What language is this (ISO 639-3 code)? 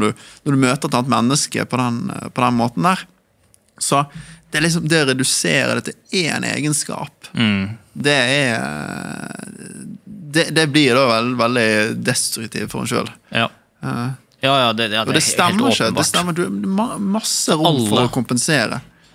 nor